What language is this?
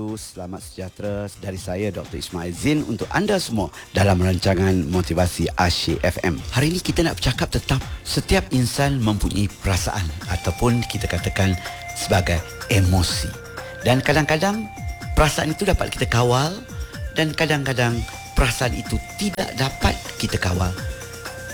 Malay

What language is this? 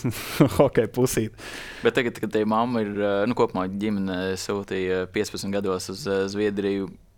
Latvian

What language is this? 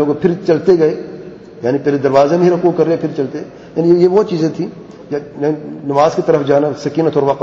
Urdu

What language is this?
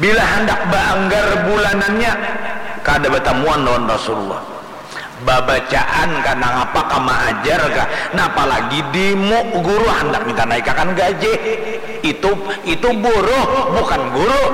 Banjar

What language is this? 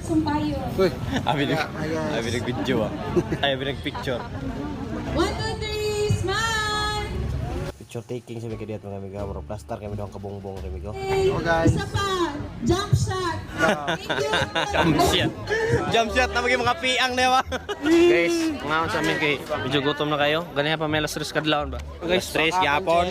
Cebuano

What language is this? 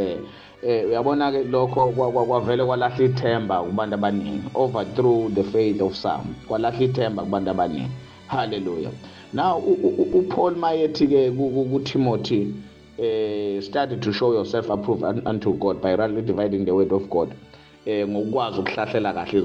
Zulu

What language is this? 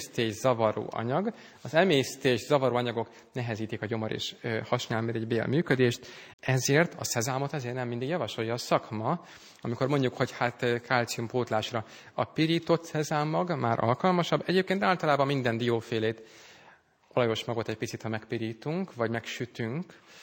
Hungarian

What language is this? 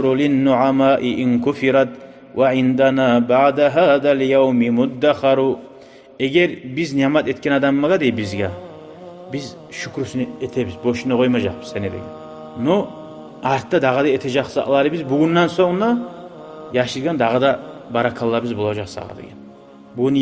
Kumyk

